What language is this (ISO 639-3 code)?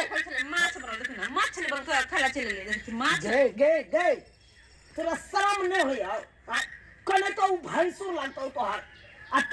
mai